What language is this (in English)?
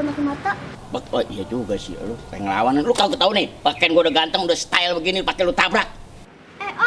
Betawi